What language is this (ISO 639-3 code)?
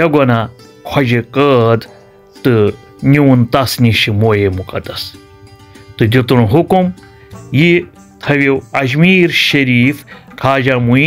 kas